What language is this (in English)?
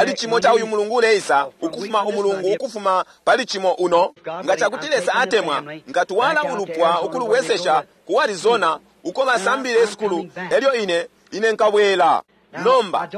Bemba